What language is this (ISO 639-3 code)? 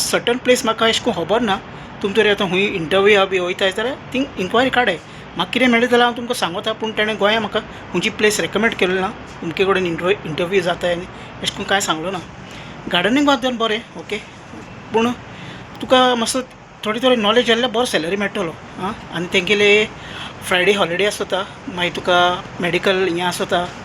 kok